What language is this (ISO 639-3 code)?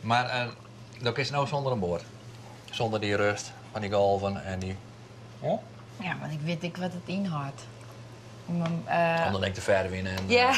fry